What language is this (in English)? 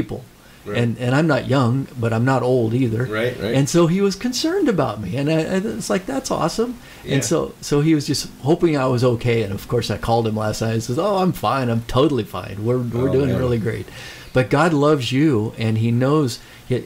English